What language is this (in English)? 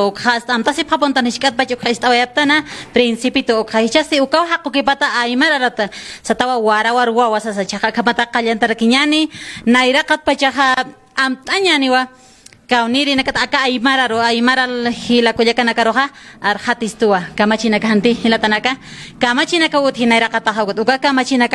Aymara